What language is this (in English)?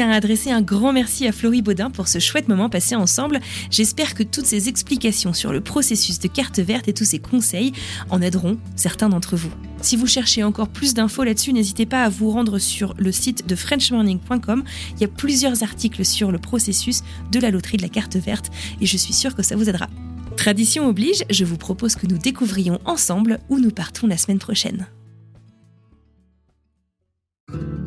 French